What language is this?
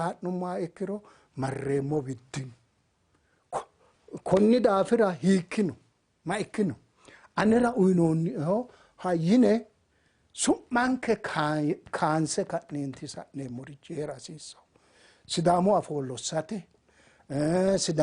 Sidamo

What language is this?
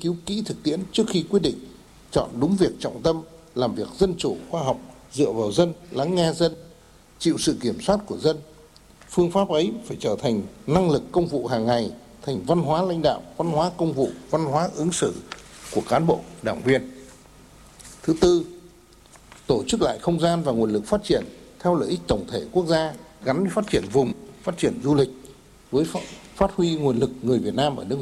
Vietnamese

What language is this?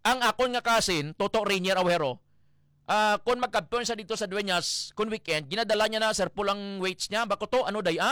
Hiligaynon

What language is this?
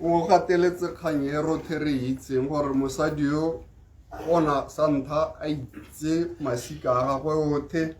Tswana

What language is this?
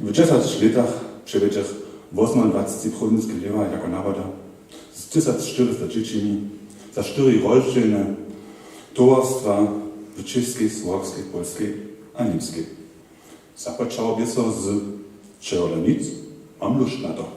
Upper Sorbian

